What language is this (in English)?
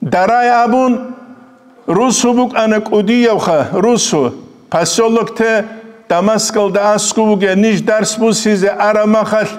Avaric